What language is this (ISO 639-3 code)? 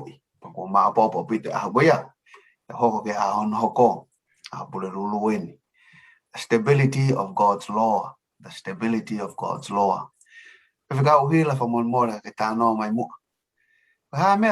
ton